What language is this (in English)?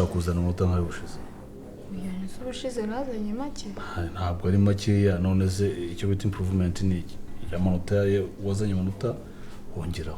Kinyarwanda